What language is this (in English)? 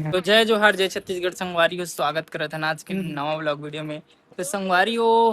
Chhattisgarhi